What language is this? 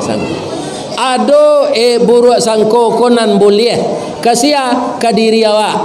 Minangkabau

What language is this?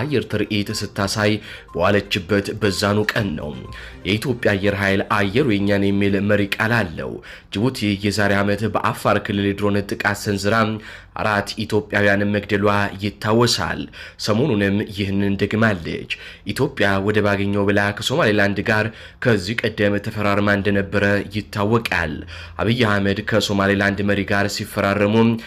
Amharic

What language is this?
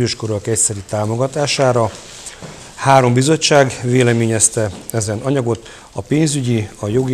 Hungarian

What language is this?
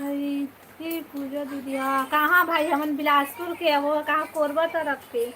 Chhattisgarhi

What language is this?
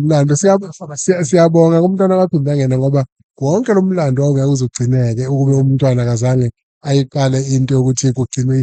Zulu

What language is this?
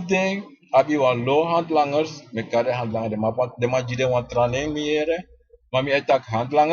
Sranan Tongo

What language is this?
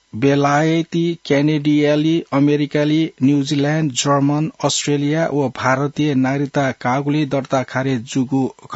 Newari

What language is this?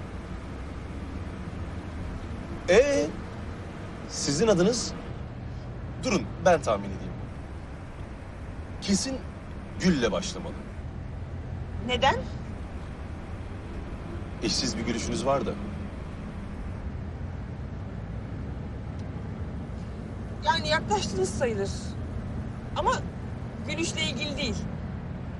Turkish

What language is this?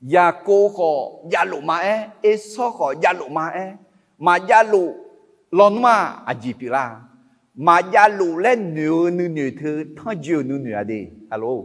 Akha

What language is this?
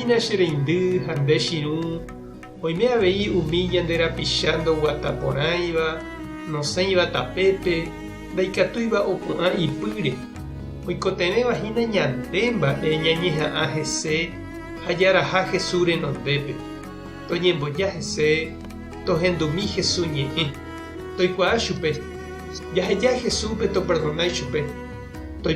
Guarani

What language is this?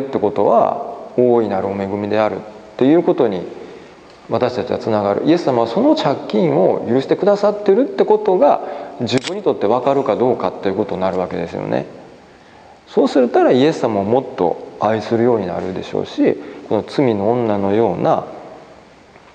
Japanese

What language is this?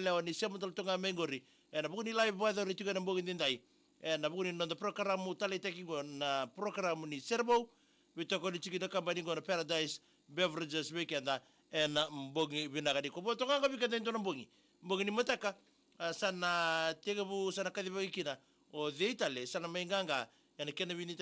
Fijian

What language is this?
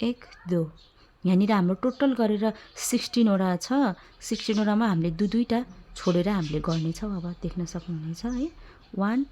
Nepali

